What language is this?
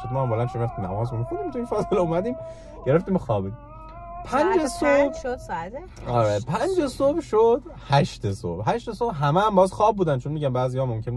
Persian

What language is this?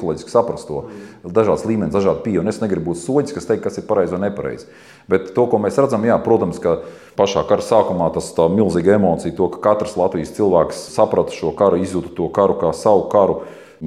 Latvian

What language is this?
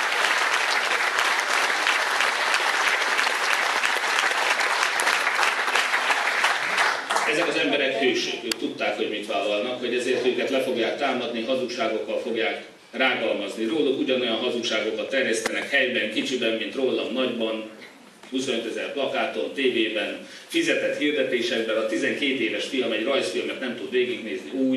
Hungarian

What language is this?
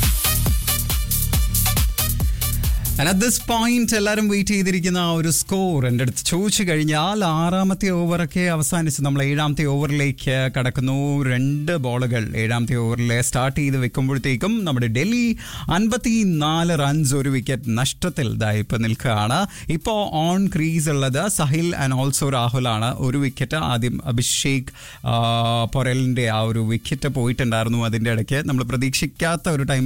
Malayalam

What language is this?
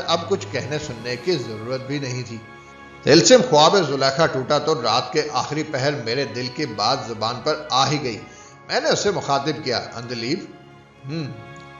Urdu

